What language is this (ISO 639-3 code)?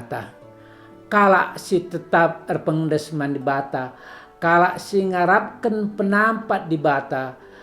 btx